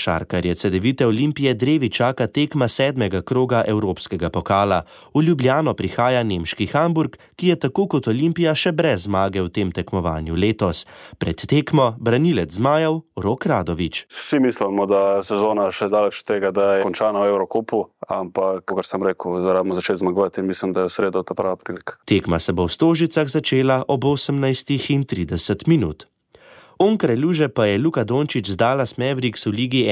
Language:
Slovenian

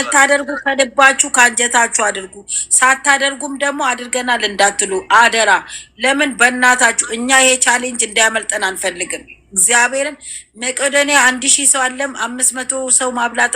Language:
Amharic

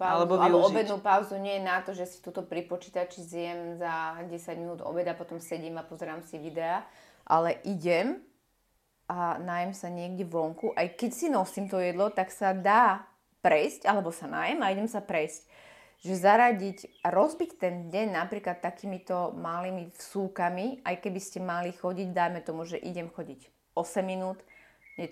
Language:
Slovak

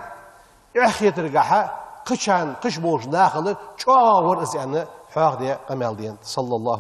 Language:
Ingush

